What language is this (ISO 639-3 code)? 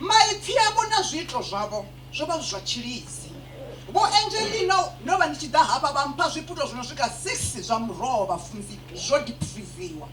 ven